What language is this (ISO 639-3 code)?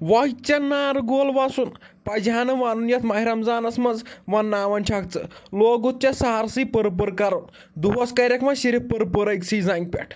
kas